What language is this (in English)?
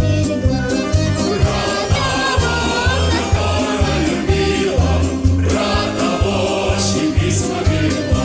Northeastern Thai